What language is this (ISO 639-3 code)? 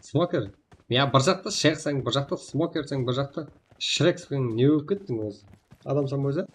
kaa